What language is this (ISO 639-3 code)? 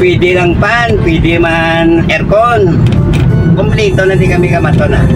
hil